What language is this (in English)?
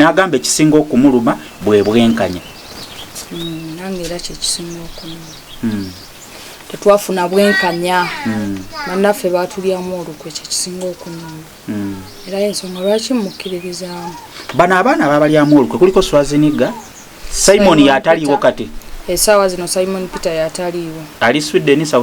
Ganda